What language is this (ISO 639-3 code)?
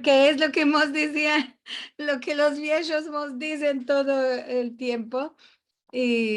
lad